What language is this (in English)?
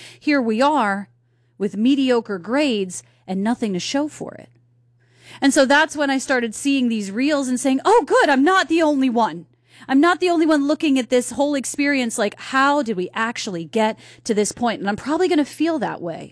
English